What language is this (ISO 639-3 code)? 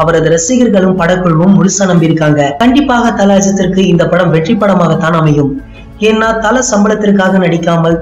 tam